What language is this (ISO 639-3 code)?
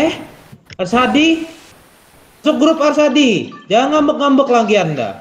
bjn